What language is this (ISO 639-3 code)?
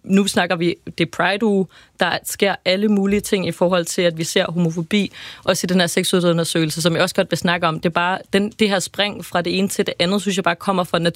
dan